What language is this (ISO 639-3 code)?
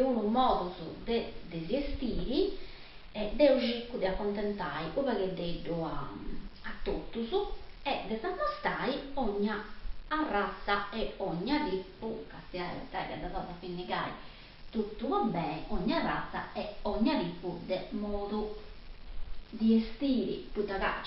srd